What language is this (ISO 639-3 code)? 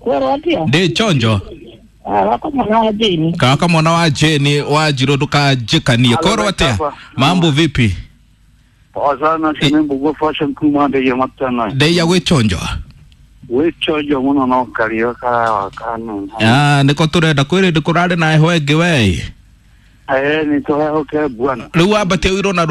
kik